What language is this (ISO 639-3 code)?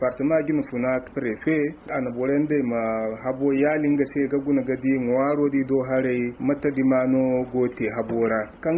dje